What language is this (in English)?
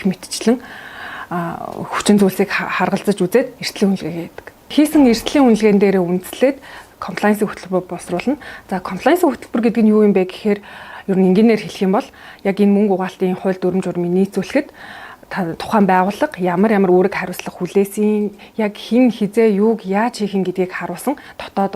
Mongolian